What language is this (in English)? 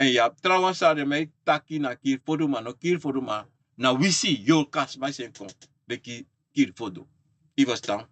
Sranan Tongo